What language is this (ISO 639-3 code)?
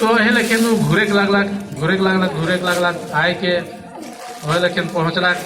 sck